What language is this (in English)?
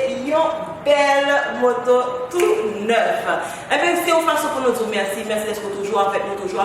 Haitian Creole